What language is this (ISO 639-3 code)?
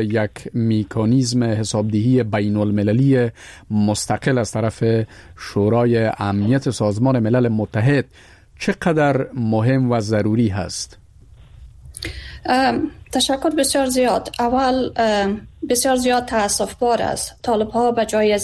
fas